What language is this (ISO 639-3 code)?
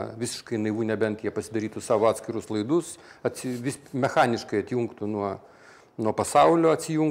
lit